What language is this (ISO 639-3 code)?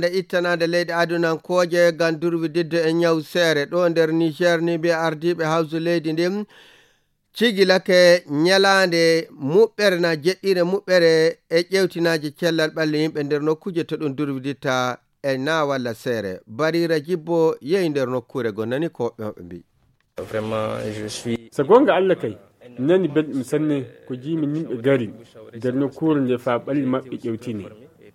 ful